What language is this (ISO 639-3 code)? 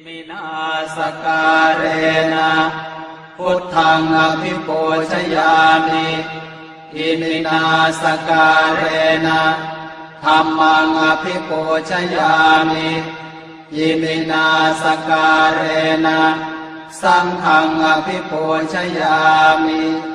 pli